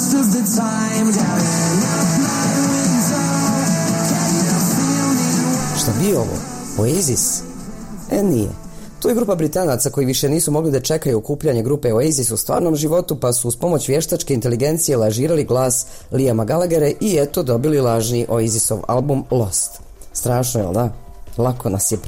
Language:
Bosnian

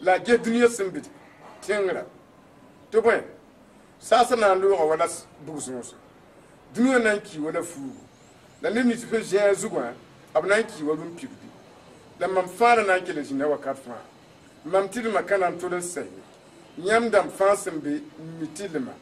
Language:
Mossi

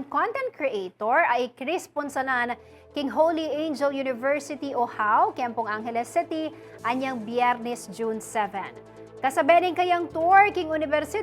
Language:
Pampanga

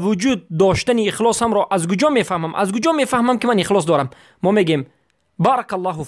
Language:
Persian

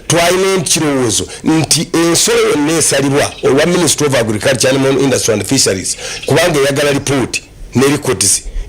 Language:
Nyankole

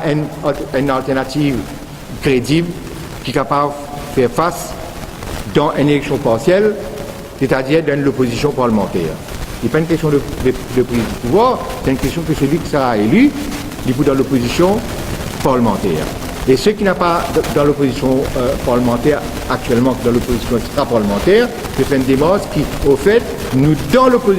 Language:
Morisyen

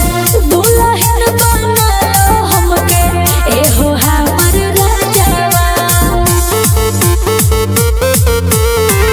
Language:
Bhojpuri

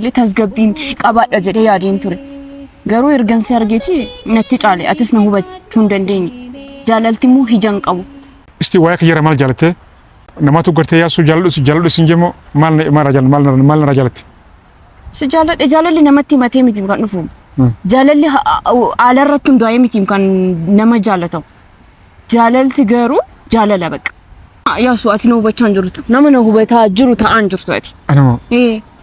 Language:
Oromo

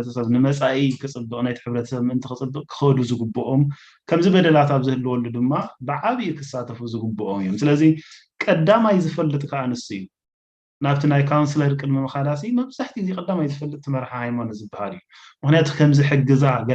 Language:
Tigrinya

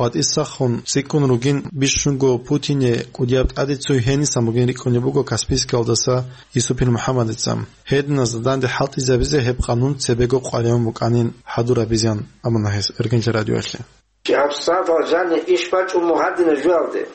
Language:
Avaric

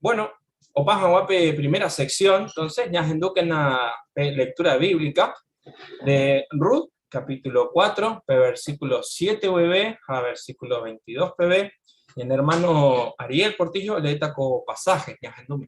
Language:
Guarani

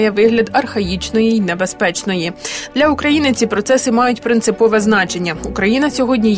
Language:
Ukrainian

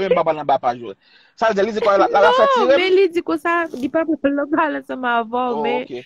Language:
Haitian Creole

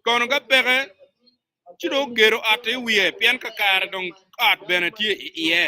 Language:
Acoli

